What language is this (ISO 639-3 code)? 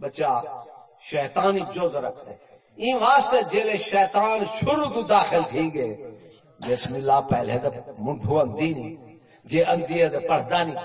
skr